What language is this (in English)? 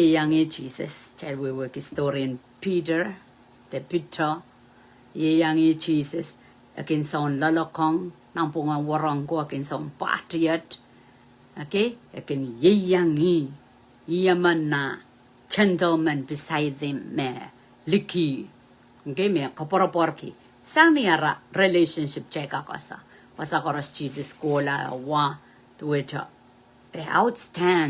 Pohnpeian